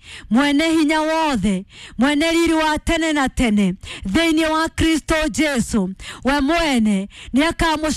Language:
Kikuyu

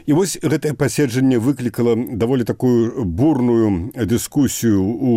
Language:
Belarusian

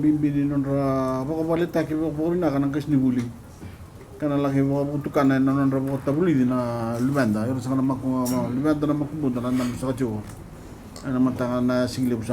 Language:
Fijian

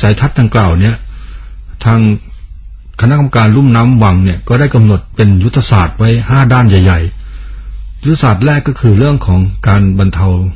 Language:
Thai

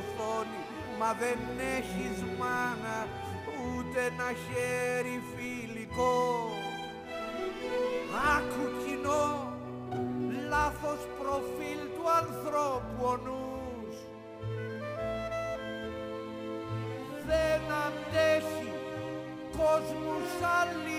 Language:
Greek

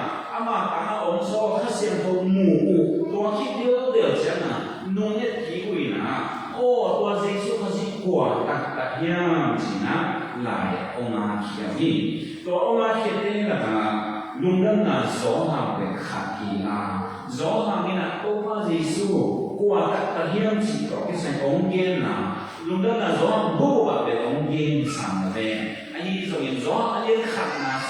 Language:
Tedim Chin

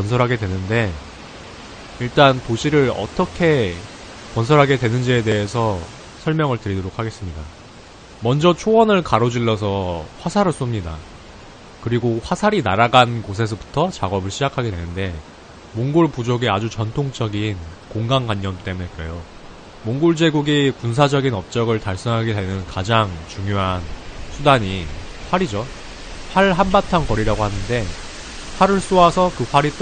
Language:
Korean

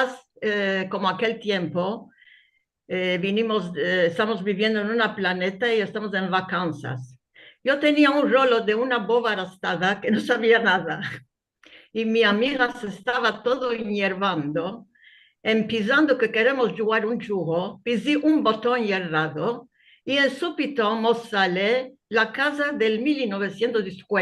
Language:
Ladino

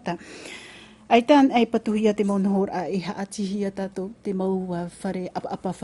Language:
Tahitian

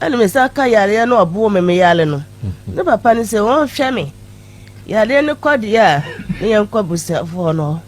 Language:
Akan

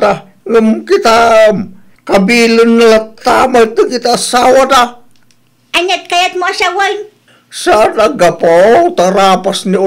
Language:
Iloko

